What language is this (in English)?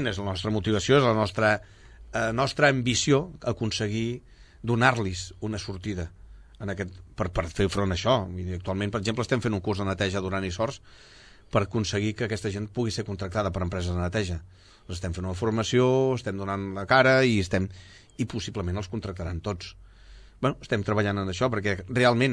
Catalan